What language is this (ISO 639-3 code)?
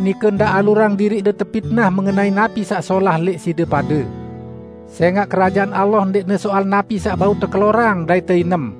sas